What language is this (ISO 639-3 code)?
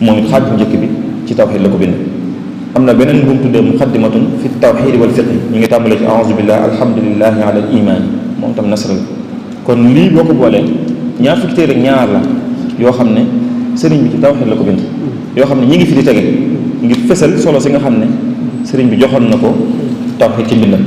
wol